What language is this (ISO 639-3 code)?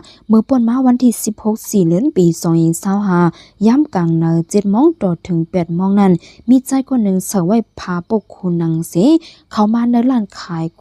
shn